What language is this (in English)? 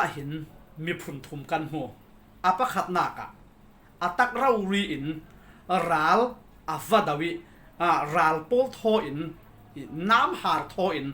Falam Chin